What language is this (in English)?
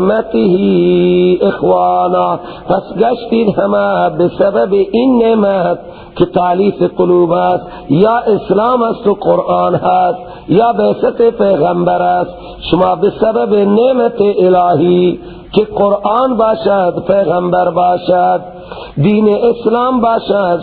Persian